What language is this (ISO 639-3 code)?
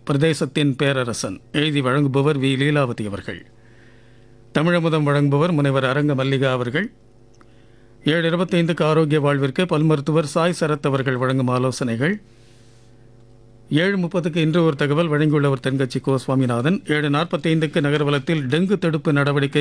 tam